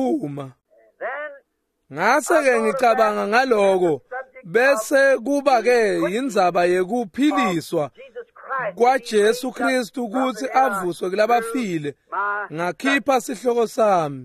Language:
Swati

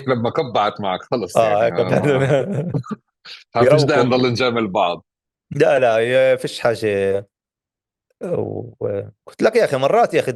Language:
North Levantine Arabic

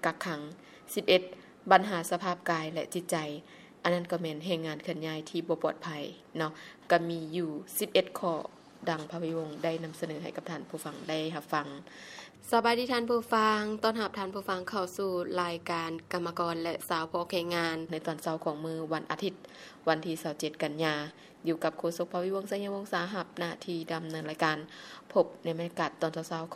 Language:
Lao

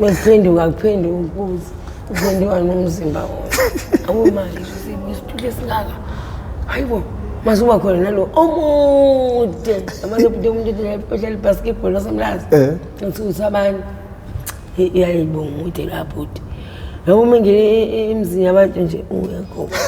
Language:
Zulu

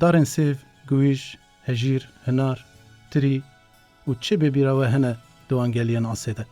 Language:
Kurdish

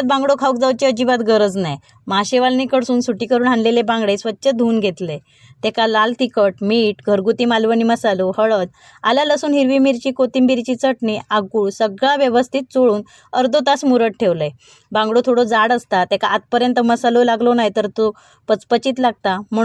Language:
Konkani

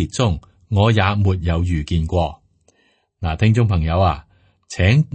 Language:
Cantonese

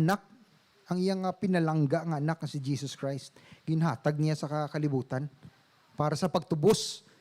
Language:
Hiligaynon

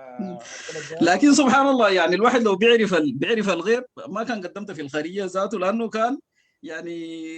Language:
Sudanese Arabic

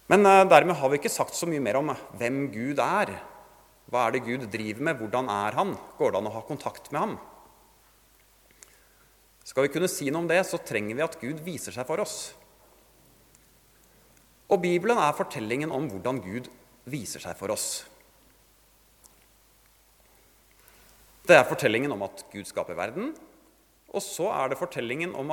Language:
Norwegian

